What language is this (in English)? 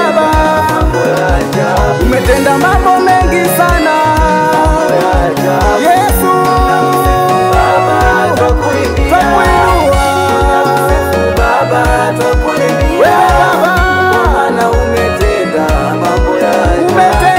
Swahili